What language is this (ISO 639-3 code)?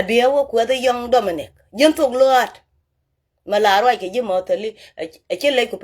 nus